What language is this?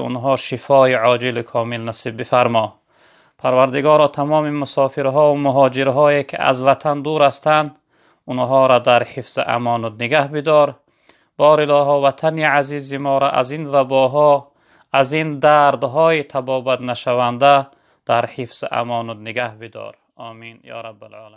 Tajik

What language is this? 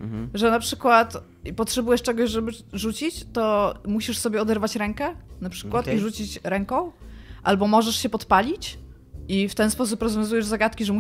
Polish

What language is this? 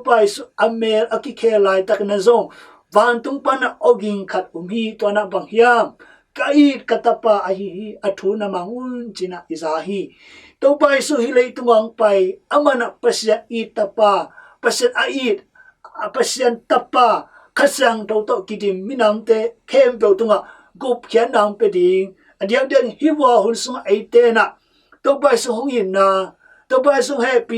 Tedim Chin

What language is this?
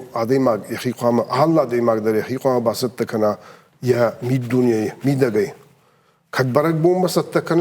Ossetic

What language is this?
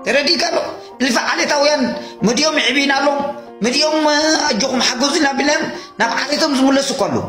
Tigrinya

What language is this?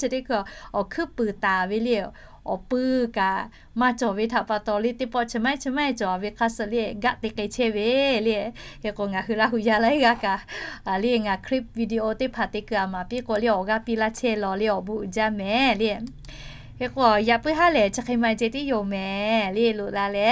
Lahu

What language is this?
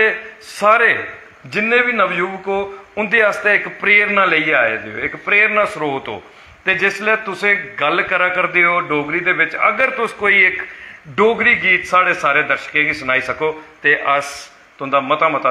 Dogri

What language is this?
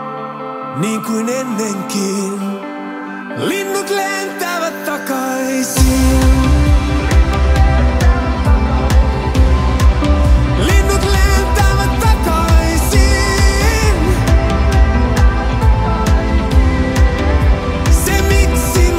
Finnish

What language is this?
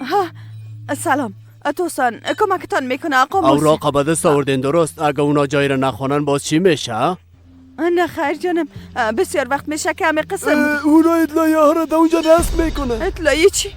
Persian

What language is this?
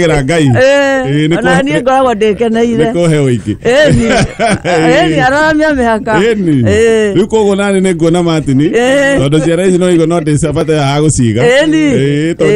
Kikuyu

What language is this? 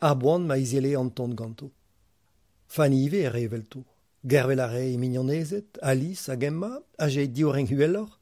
Breton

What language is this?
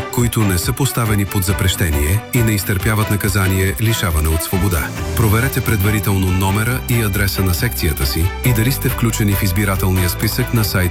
Bulgarian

